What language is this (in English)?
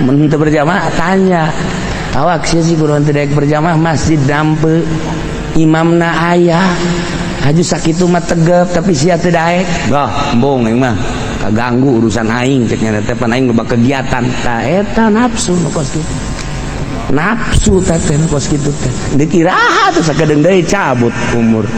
Sundanese